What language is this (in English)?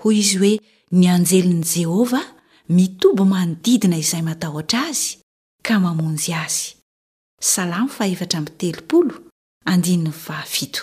Malagasy